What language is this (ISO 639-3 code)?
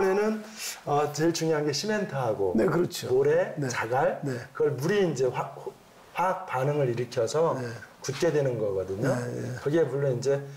kor